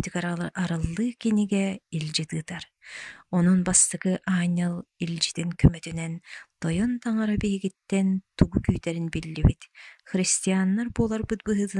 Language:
Yakut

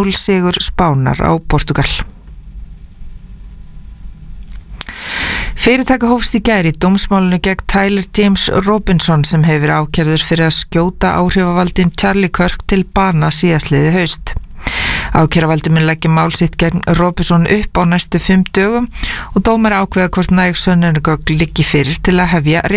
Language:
Icelandic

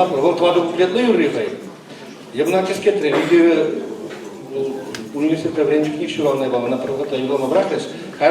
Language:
Chuvash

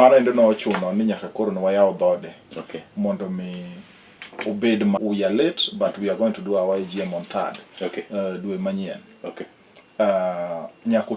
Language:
Luo (Kenya and Tanzania)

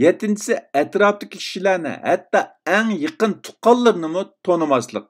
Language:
Uyghur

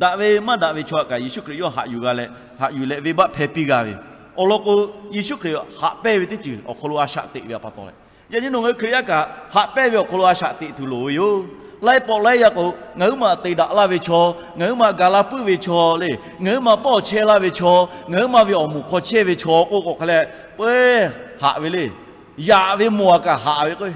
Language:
Lahu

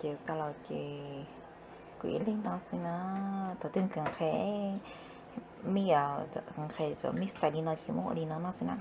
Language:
Hmong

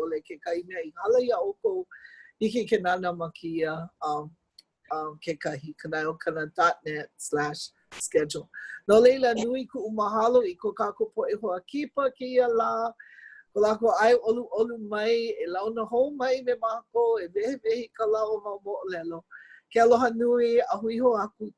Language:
Hawaiian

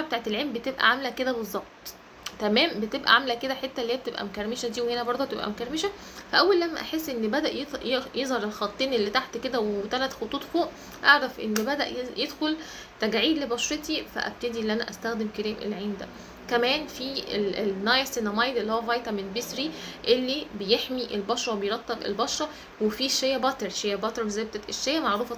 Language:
Egyptian Arabic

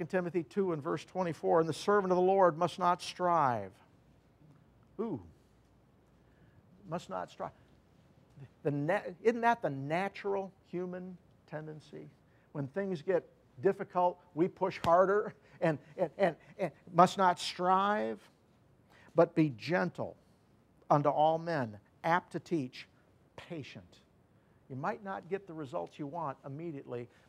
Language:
English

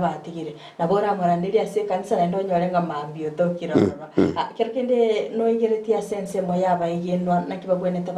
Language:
Gusii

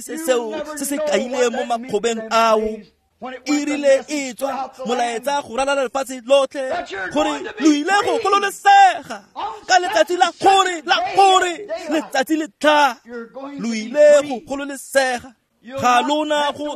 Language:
Tswana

